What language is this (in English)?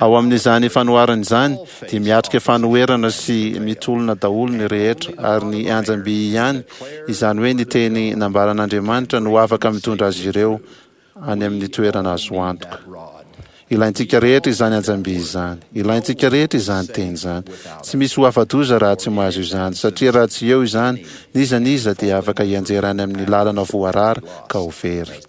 Malagasy